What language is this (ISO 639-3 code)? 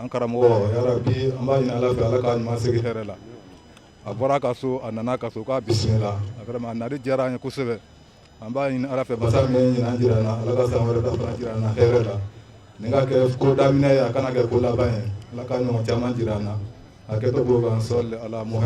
bam